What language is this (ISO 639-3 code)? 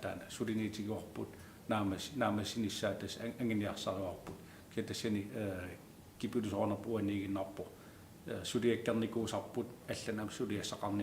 kal